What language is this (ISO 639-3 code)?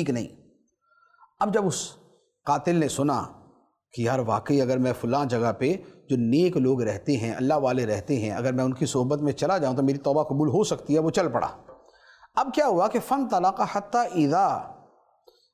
urd